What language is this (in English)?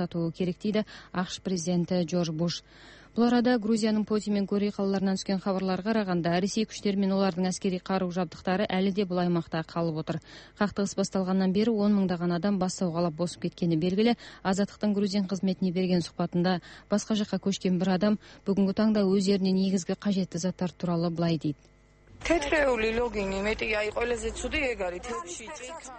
Kazakh